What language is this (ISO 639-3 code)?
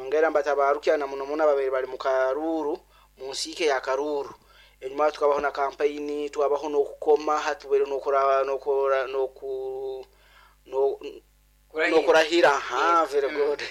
nyo